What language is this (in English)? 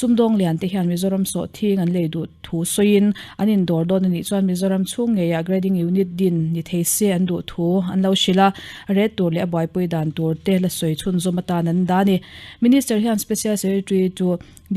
Mizo